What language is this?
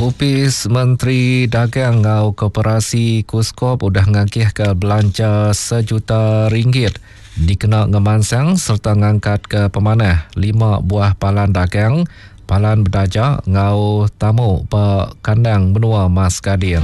Iban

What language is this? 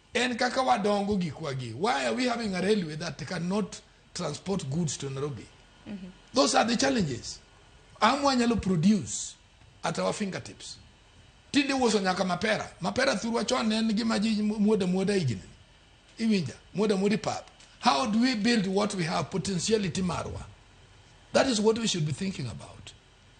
Luo (Kenya and Tanzania)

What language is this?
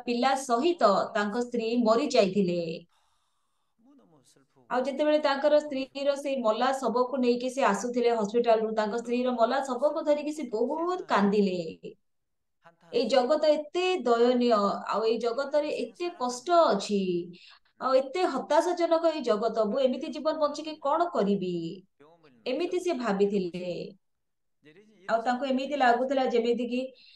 Odia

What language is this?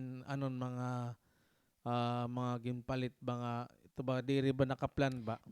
Waray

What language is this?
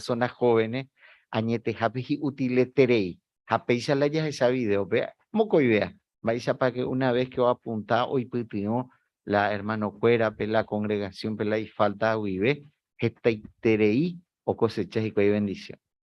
Guarani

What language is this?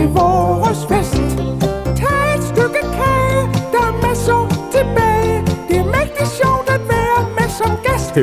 Danish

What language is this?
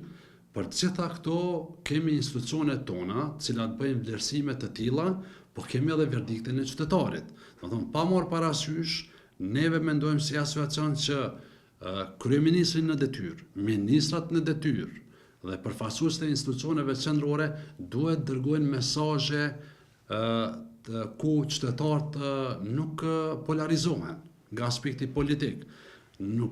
Albanian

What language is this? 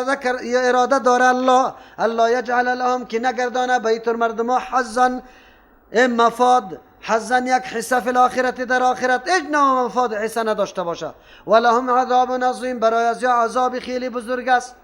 Persian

